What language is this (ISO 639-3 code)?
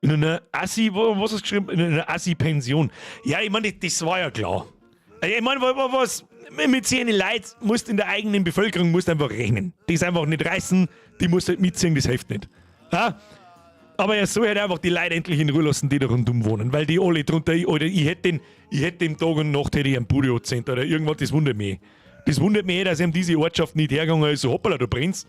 bar